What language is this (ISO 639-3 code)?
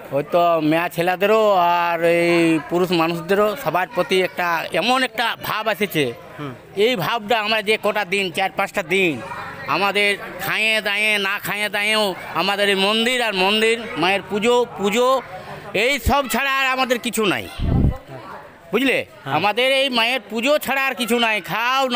ben